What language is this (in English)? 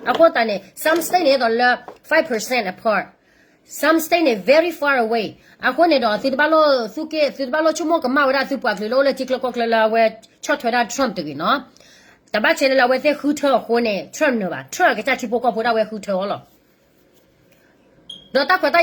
S'gaw Karen